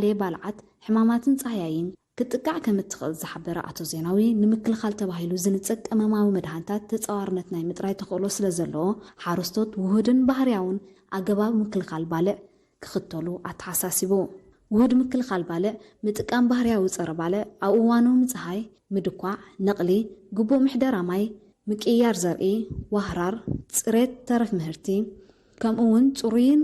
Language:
Tigrinya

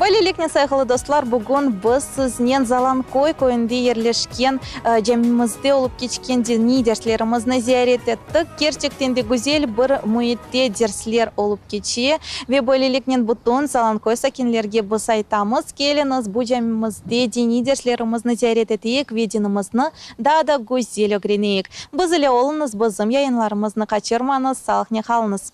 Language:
Crimean Tatar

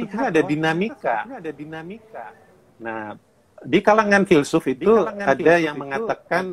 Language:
Indonesian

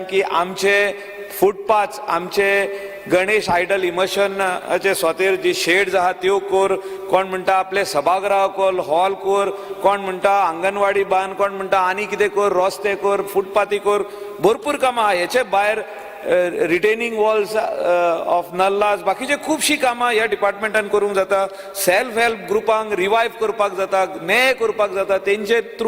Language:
Konkani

